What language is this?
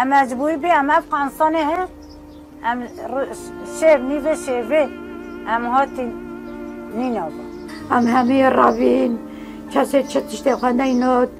Kurdish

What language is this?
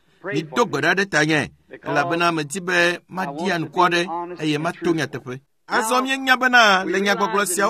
Ewe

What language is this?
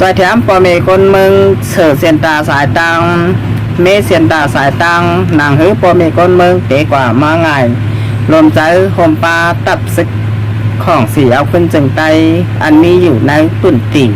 Shan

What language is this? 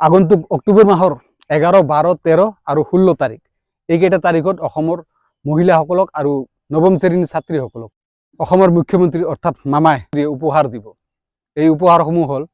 Assamese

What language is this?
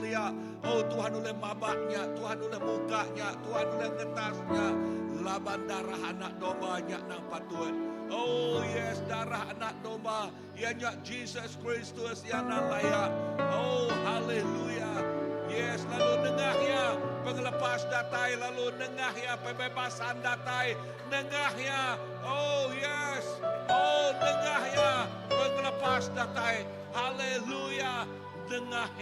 Iban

